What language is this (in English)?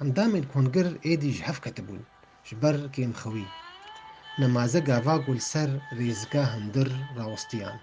Kurdish